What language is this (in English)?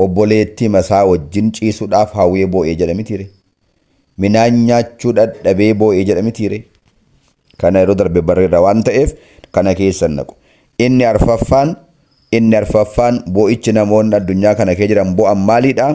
Oromo